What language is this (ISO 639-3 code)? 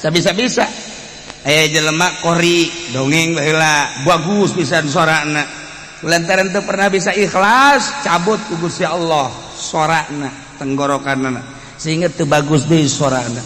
sun